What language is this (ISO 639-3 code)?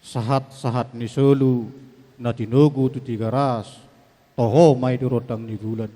bbc